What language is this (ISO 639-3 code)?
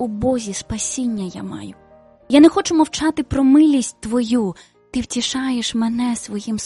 ukr